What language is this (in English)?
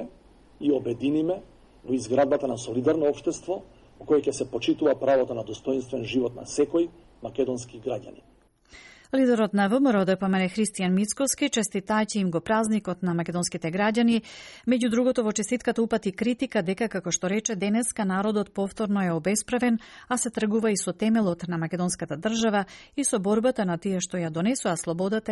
Macedonian